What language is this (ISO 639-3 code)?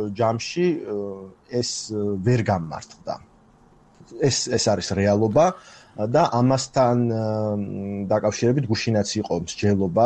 kat